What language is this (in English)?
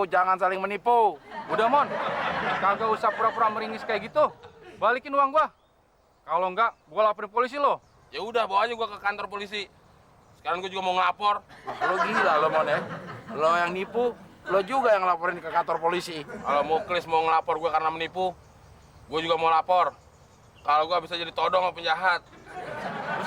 Betawi